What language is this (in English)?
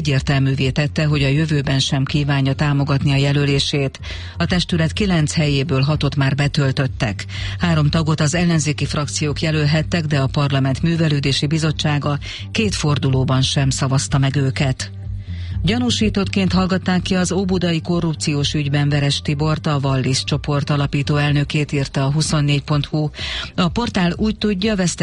Hungarian